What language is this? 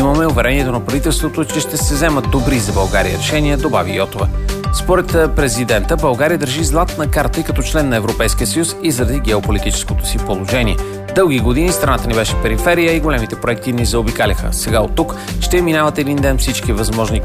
Bulgarian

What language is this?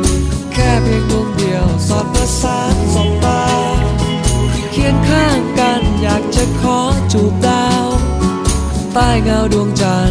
Thai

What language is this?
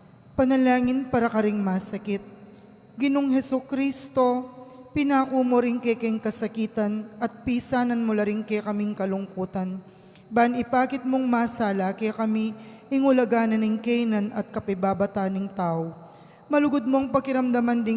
Pampanga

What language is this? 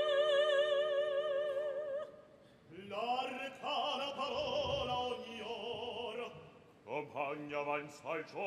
Italian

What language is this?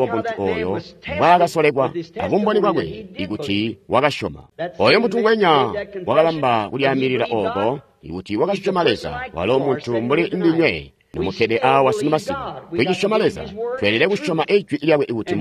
Tonga (Zambia)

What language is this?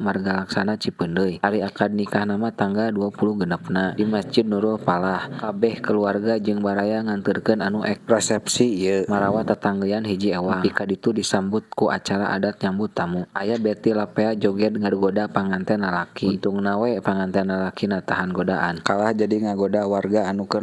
Sundanese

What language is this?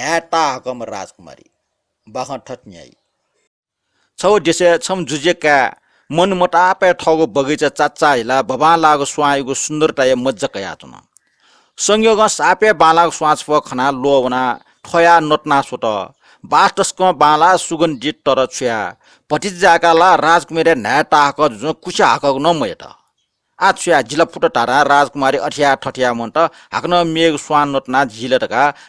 Newari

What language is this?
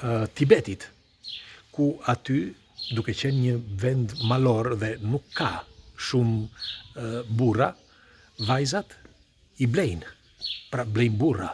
Albanian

